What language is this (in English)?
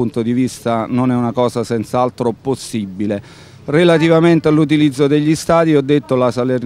Italian